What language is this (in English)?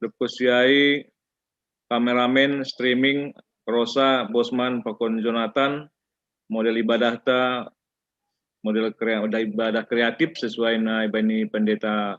Batak Simalungun